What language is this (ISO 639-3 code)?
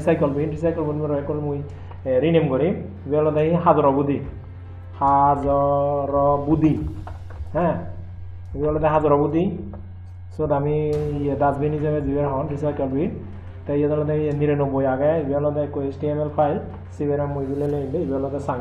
ccp